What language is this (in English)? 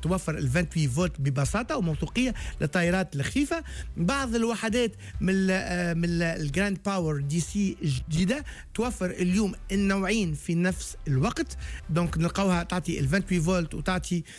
Tunisian Arabic